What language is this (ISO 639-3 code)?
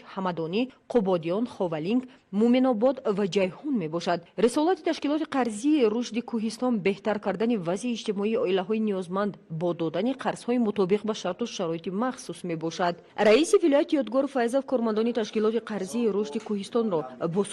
tgk